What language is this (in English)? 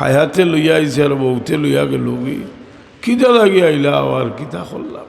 Sylheti